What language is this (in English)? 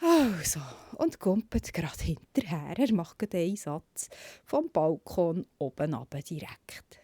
Swiss German